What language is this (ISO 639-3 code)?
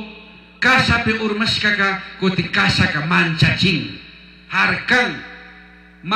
qug